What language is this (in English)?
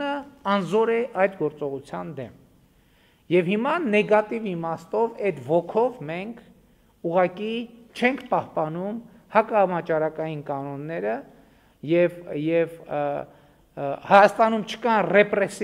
Armenian